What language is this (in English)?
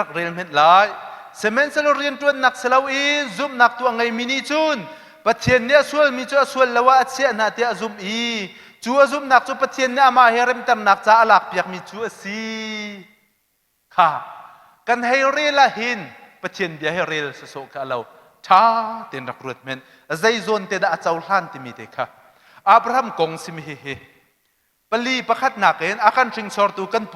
Hakha Chin